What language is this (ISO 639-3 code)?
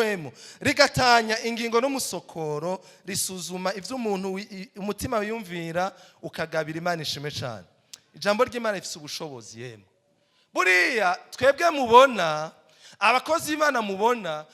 run